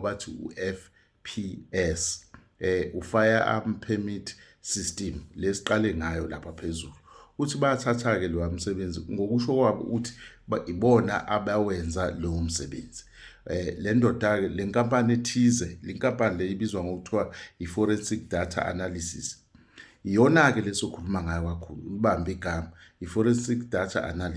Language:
Zulu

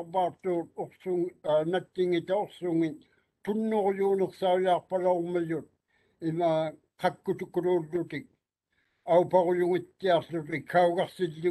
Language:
Māori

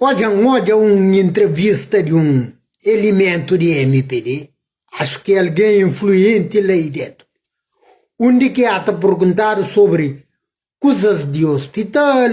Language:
Kabuverdianu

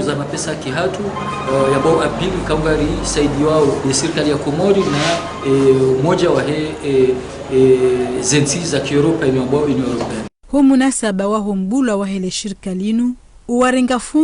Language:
Ngazidja Comorian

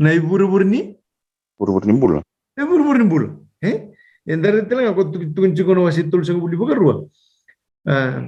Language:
Fijian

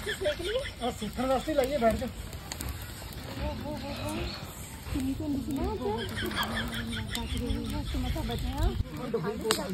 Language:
Punjabi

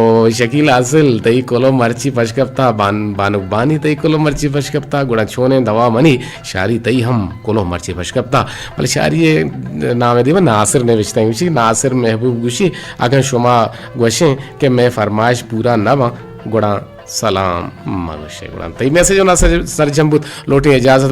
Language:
Eastern Balochi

